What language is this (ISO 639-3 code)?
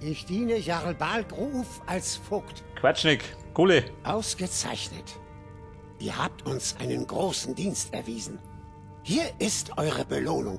bar